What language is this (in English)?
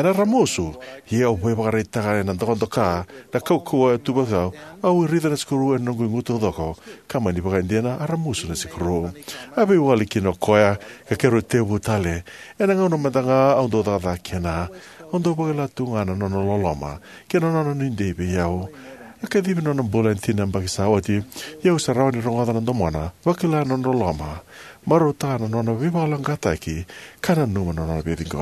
Fijian